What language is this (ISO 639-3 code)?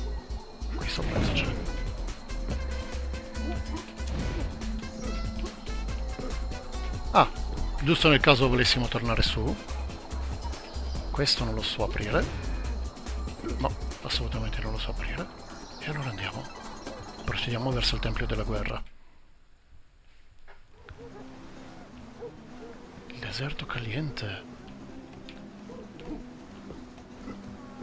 ita